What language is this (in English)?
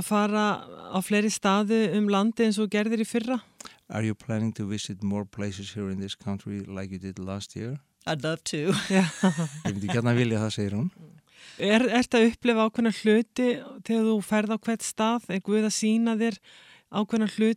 Icelandic